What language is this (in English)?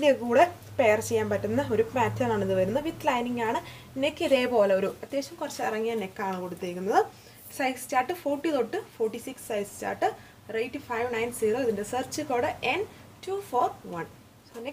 Malayalam